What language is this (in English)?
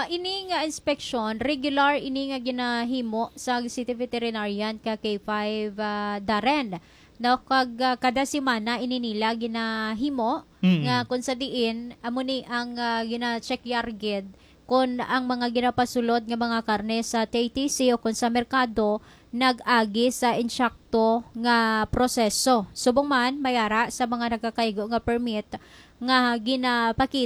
Hiligaynon